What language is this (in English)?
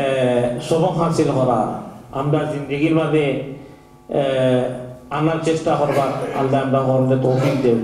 Sylheti